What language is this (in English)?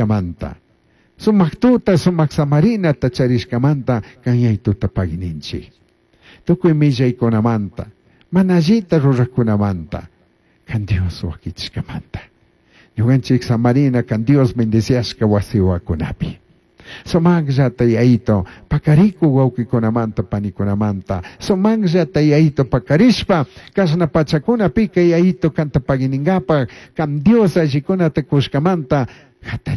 Chimborazo Highland Quichua